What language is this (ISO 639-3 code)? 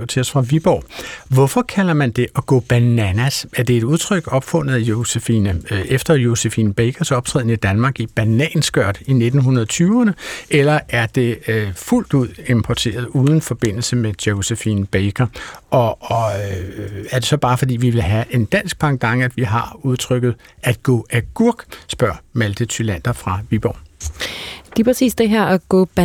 dan